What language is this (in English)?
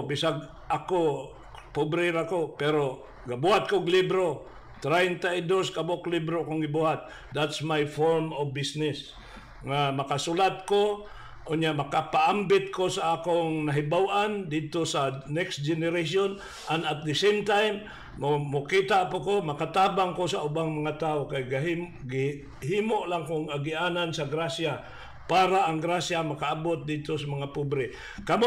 Cebuano